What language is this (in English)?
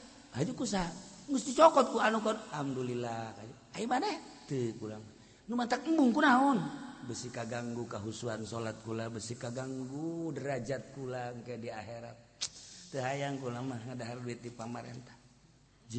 Sundanese